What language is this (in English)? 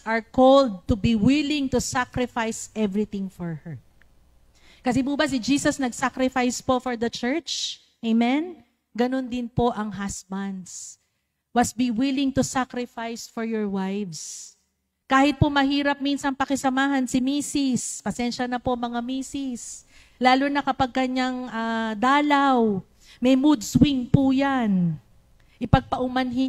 Filipino